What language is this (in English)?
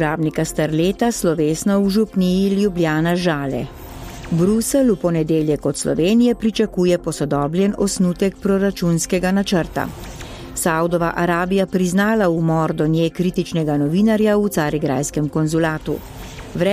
Slovenian